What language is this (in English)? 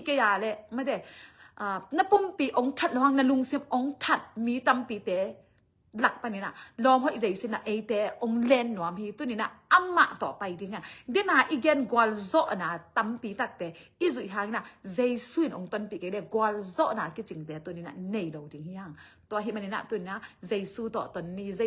Tedim Chin